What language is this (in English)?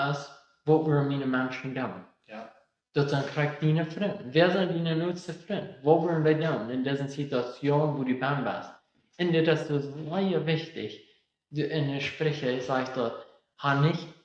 Plautdietsch